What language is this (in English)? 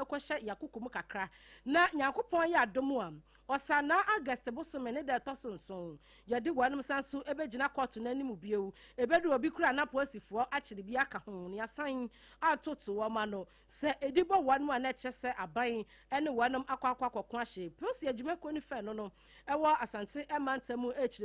Akan